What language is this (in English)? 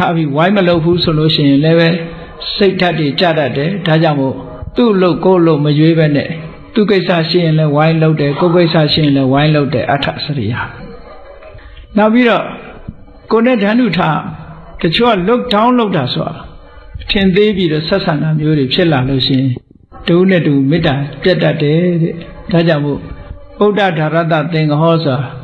Burmese